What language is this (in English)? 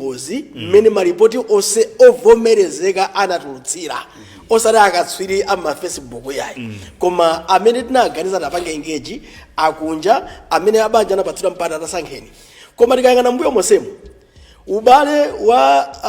Nyanja